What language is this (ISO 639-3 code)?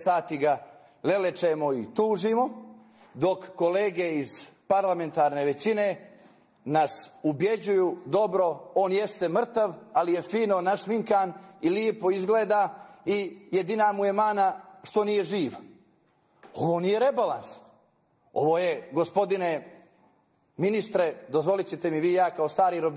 bos